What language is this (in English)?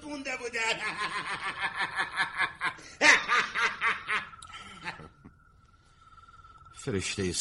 Persian